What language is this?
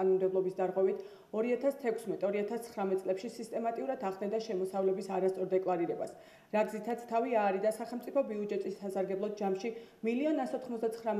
Georgian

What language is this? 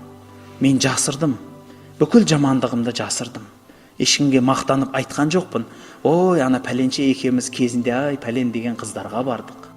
Kazakh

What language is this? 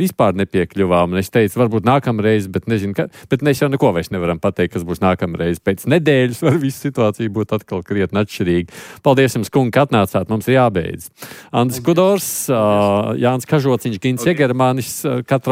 Latvian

